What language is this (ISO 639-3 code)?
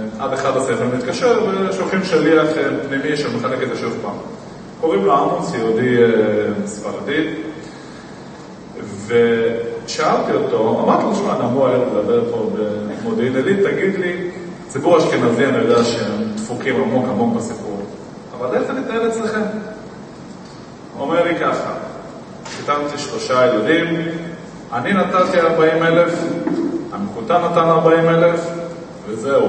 heb